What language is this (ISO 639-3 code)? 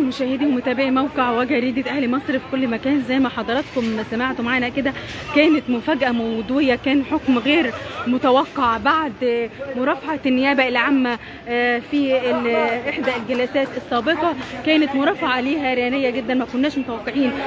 arz